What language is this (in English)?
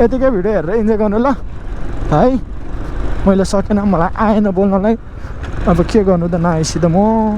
Nepali